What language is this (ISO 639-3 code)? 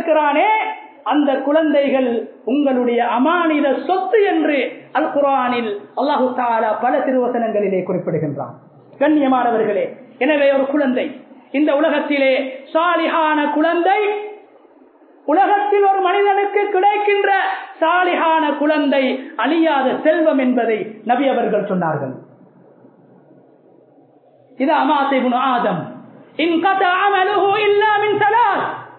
tam